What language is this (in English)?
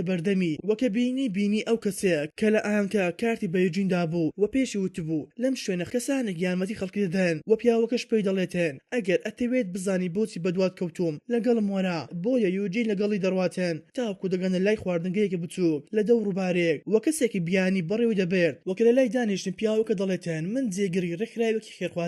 Central Kurdish